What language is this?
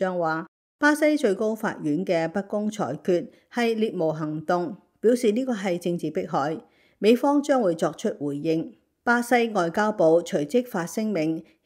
Cantonese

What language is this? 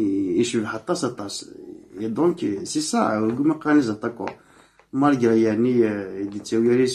Kabyle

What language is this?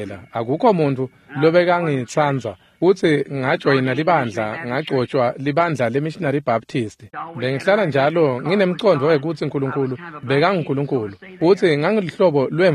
Swati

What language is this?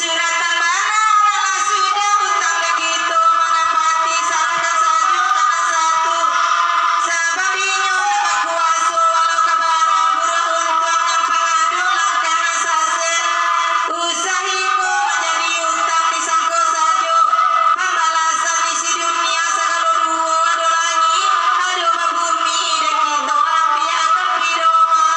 Minangkabau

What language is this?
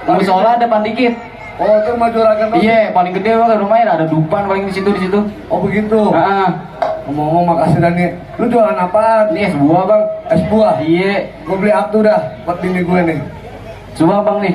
Betawi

